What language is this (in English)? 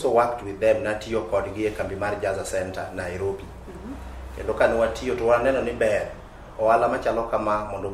Luo (Kenya and Tanzania)